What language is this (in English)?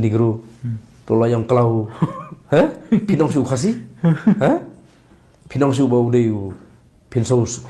Khasi